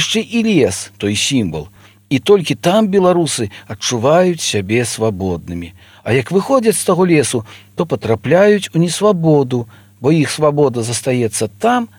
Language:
Belarusian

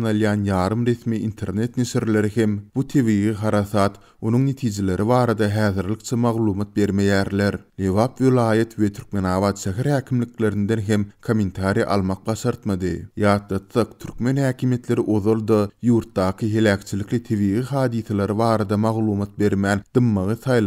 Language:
Turkmen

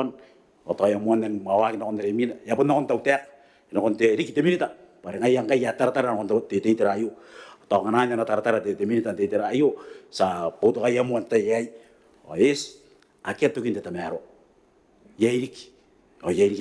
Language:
Gilbertese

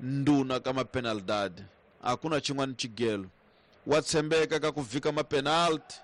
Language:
Tsonga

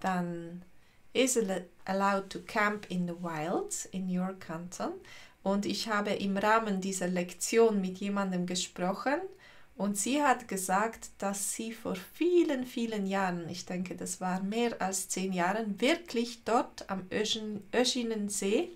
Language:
Swiss German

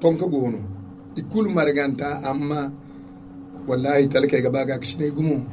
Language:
Zarma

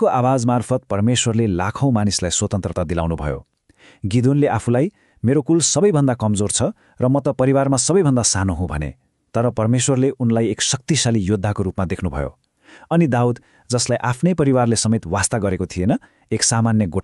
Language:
Nepali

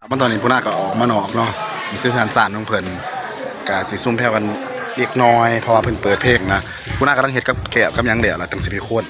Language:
Northeastern Thai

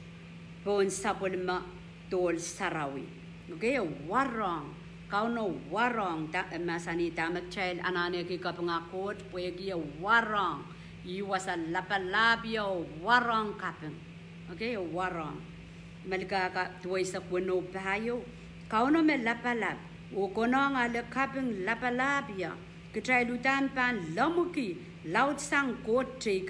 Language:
Pohnpeian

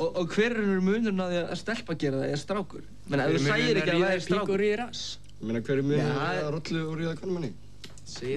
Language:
Icelandic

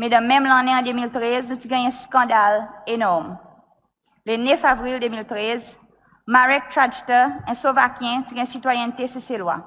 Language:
Seselwa Creole French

